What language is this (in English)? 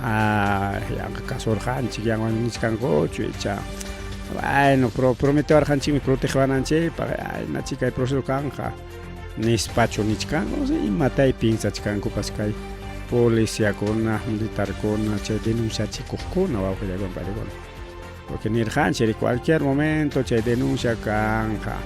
Ayacucho Quechua